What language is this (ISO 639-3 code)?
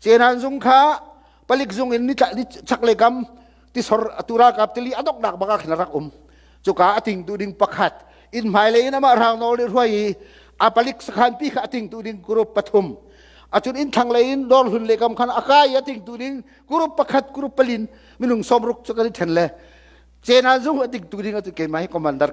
cnh